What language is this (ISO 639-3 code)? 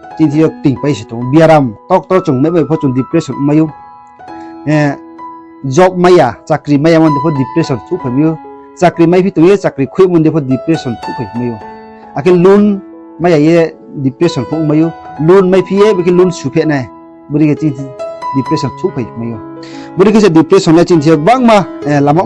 ria